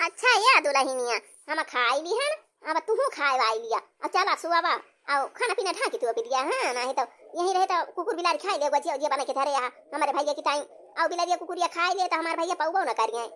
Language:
Awadhi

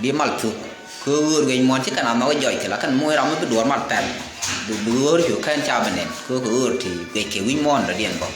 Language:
Nuer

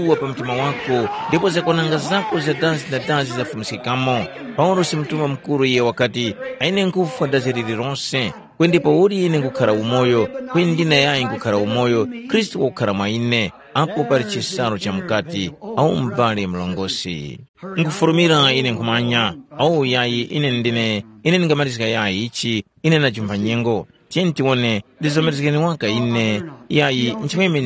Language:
Tumbuka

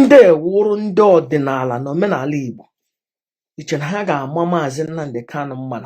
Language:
Igbo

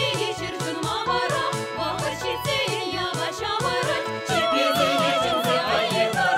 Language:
Chuvash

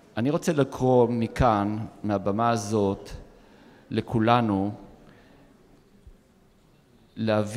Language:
Hebrew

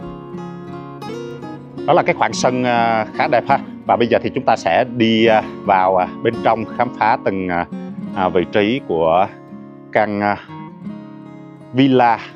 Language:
Vietnamese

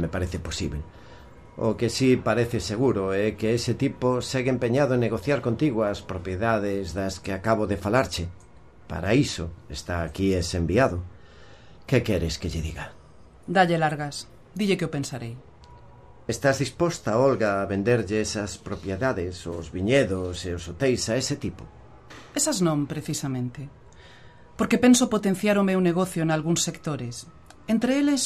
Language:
Galician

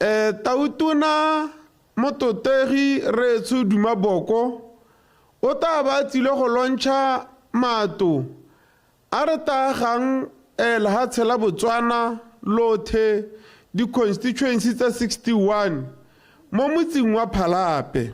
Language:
Tswana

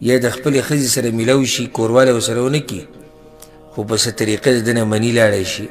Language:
Pashto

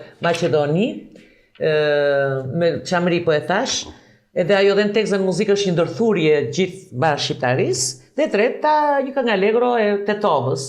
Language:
Albanian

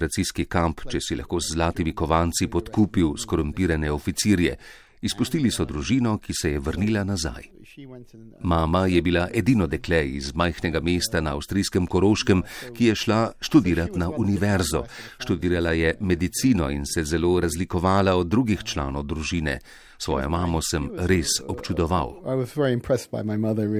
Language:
Slovenian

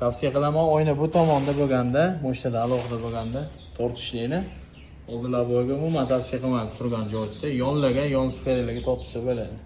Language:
Uzbek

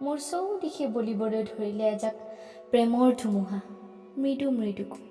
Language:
Assamese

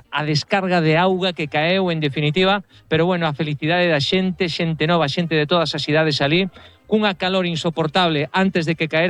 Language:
Galician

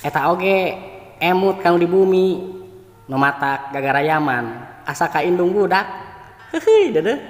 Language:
Sundanese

